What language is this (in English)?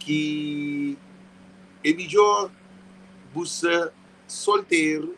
Kabuverdianu